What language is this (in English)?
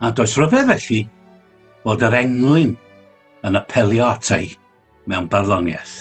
Welsh